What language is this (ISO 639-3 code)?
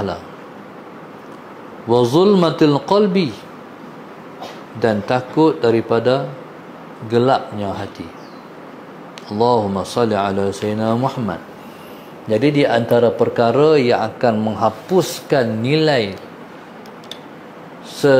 msa